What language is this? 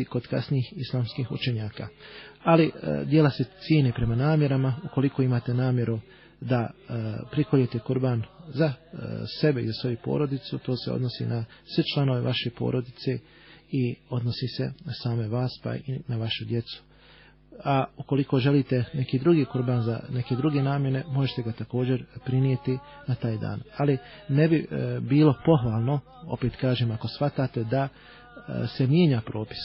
Bosnian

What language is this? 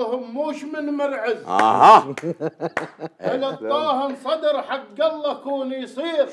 Mesopotamian Arabic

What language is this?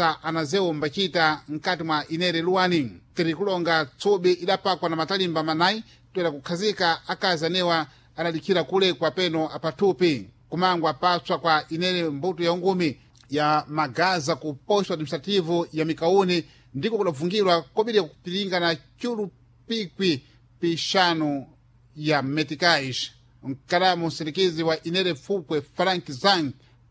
Sena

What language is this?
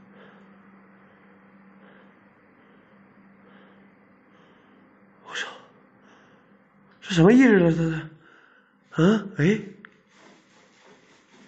Chinese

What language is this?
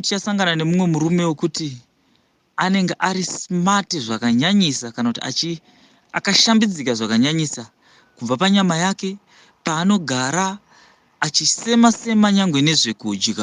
Shona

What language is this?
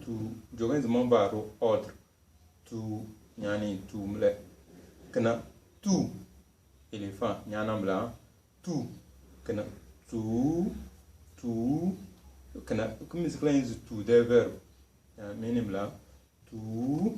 Tem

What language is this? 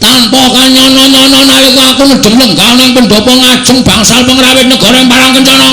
Javanese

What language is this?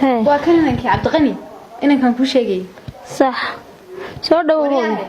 Somali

